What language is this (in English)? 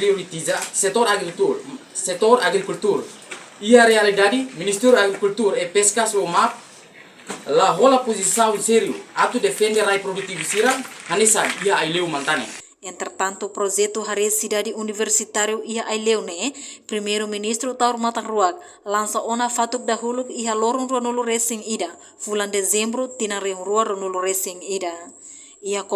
Tetum